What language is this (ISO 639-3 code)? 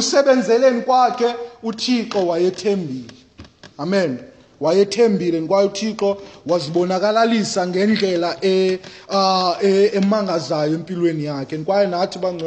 xho